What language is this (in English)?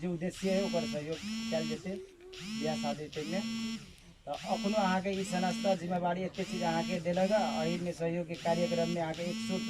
Maithili